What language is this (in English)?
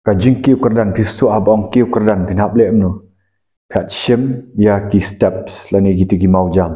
Khasi